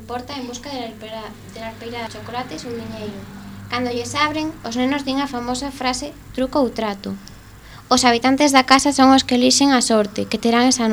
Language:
Galician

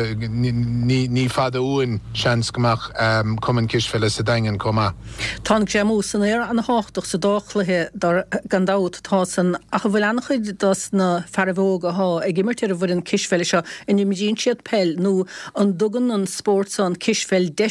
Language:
Irish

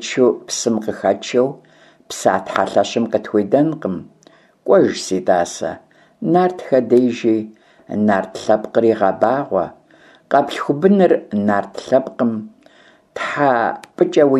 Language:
Kabardian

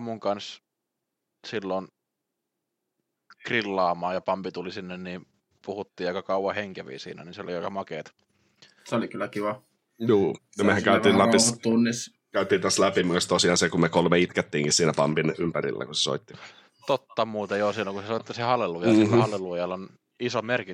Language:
Finnish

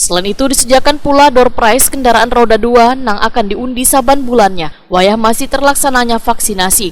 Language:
Banjar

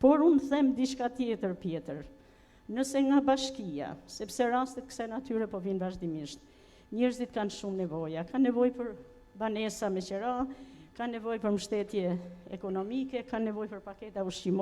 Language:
Albanian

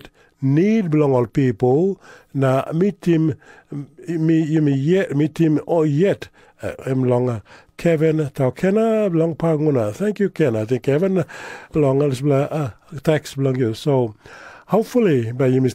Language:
Tok Pisin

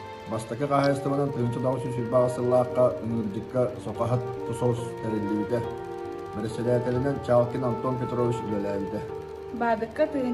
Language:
Yakut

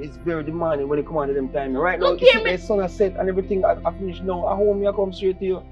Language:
Jamaican Creole English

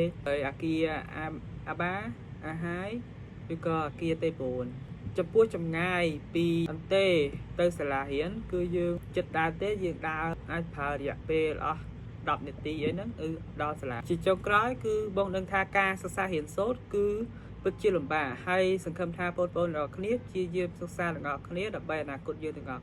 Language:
Khmer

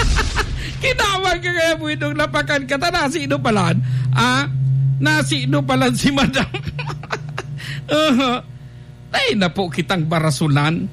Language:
Bikol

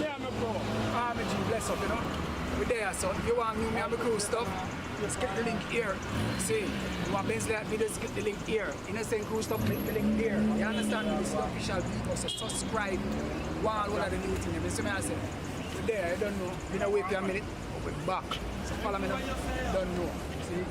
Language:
Jamaican Creole English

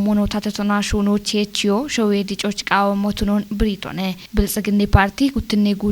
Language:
Kafa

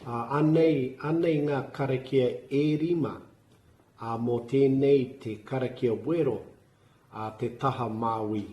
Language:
Māori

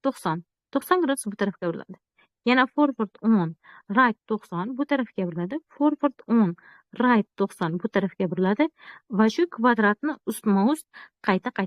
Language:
Uzbek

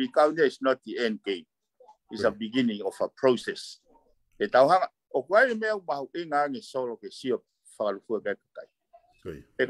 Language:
Tongan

